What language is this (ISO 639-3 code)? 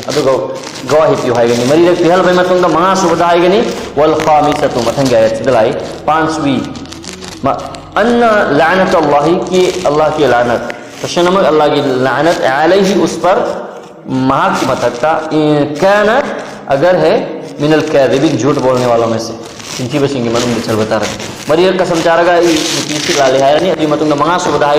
mni